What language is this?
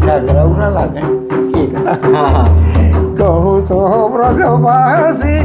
Sadri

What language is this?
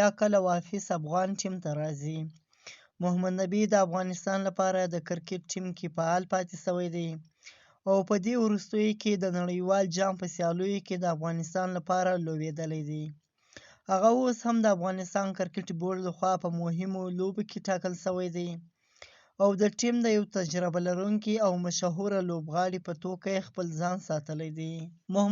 Pashto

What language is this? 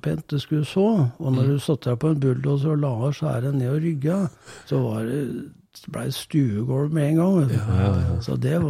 Norwegian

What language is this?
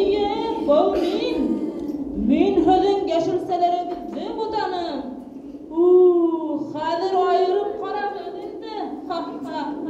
Bashkir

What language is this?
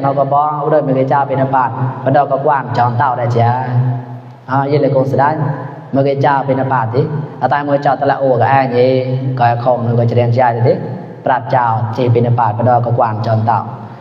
Mon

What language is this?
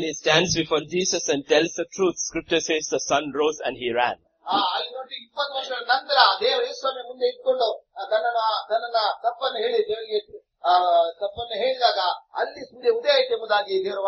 Kannada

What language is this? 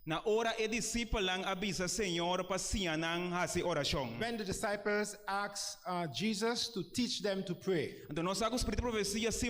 Papiamento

